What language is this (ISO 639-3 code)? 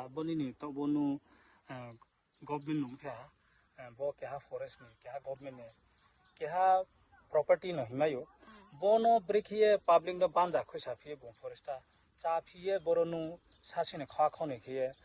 ria